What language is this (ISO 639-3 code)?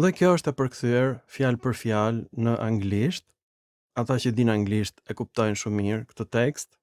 sqi